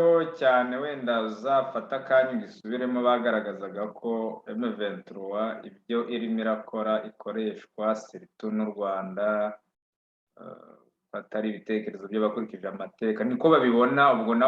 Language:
Kinyarwanda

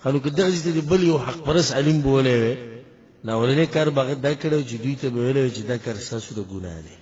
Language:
Pashto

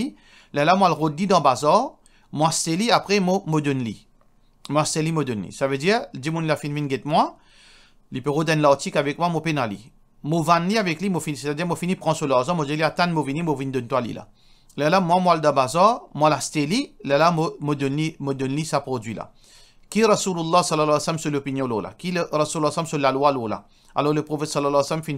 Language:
Morisyen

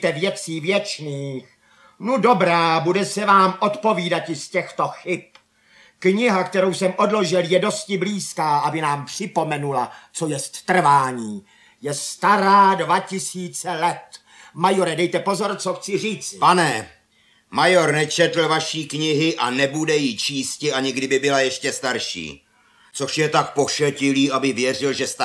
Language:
Czech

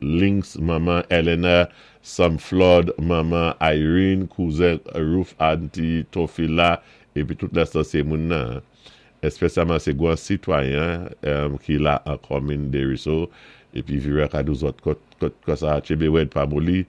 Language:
Saint Lucian Creole French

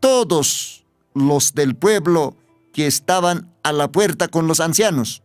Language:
Aymara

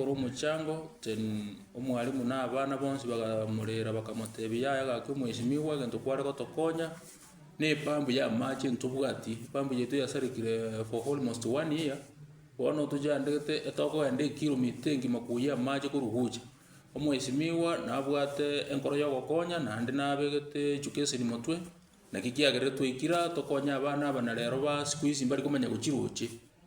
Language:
Gusii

